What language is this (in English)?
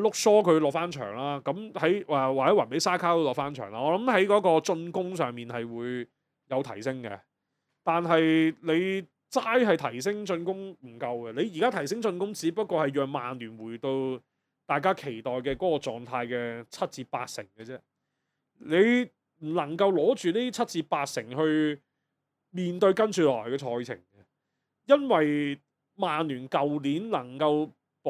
Cantonese